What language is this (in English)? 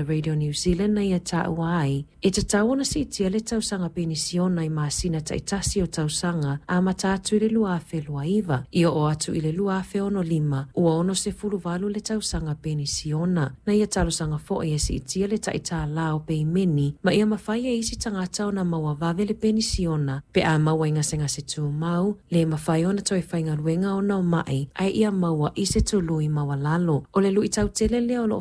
Samoan